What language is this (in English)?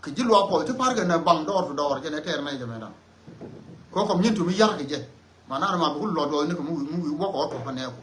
Nuer